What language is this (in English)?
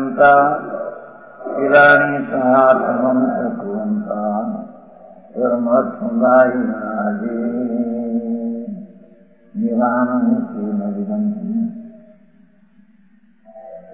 Gujarati